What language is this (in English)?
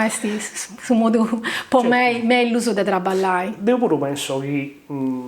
Sardinian